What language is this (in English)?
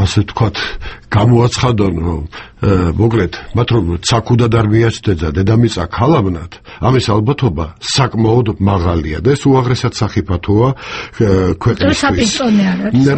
Georgian